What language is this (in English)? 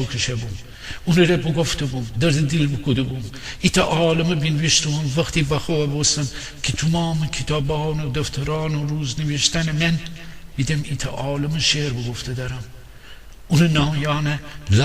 Gilaki